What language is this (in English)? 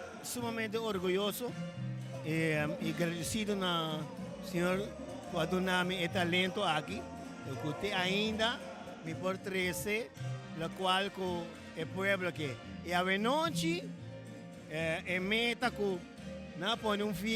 Papiamento